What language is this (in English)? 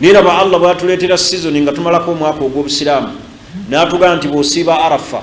Ganda